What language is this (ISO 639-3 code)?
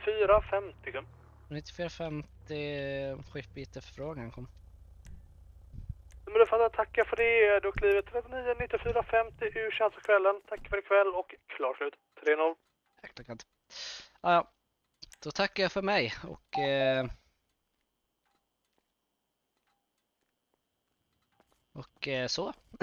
swe